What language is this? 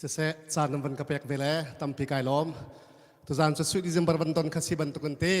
Hakha Chin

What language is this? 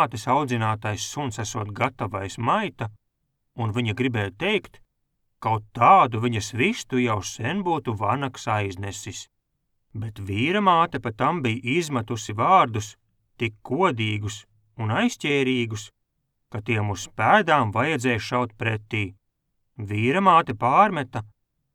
Latvian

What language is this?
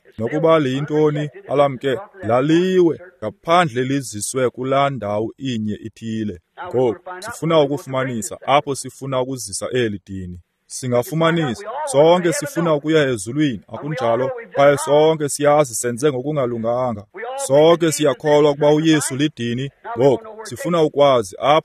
Xhosa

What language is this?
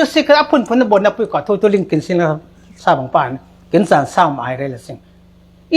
Falam Chin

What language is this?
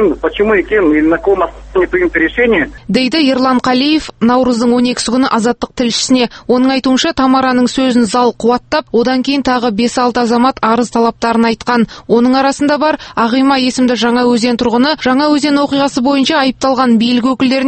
Kazakh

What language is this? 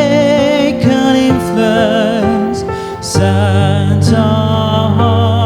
Poumei Naga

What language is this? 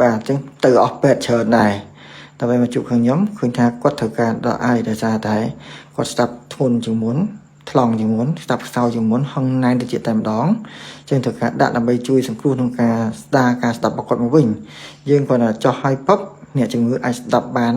Khmer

